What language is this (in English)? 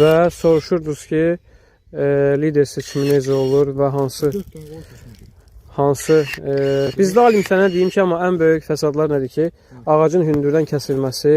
Azerbaijani